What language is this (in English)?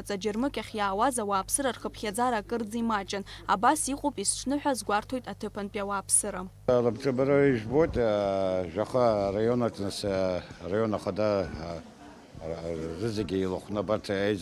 Abkhazian